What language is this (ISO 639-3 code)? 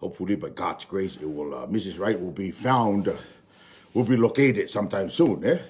ton